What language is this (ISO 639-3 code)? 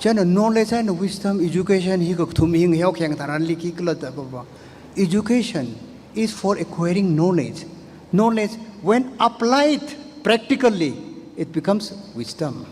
nmf